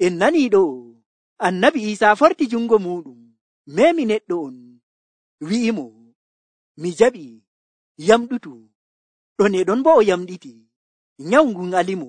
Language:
Nigerian Fulfulde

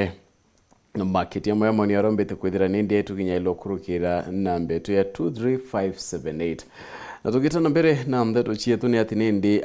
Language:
Meru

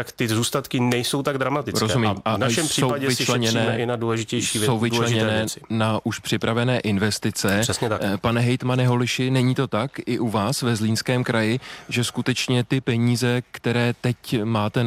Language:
Czech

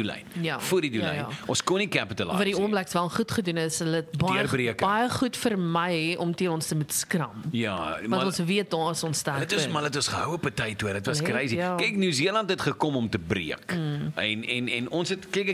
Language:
Afrikaans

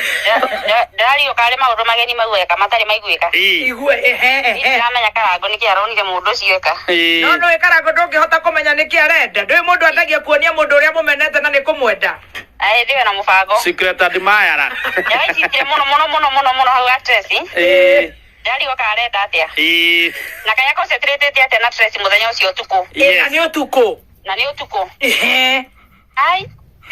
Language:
Kikuyu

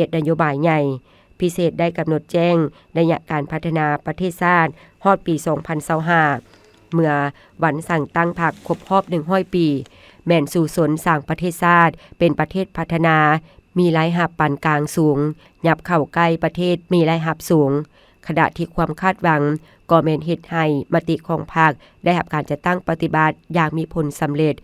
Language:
Lao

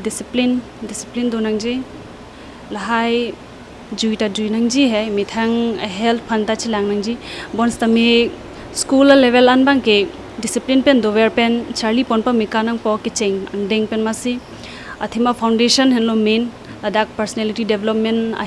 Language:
Karbi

